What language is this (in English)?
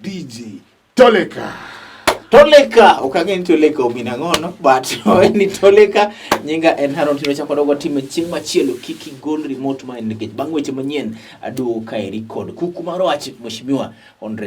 Luo (Kenya and Tanzania)